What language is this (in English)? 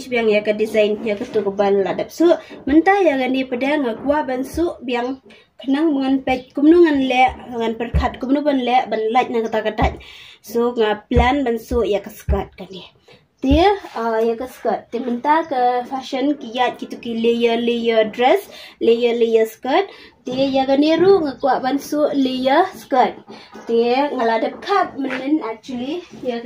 Khasi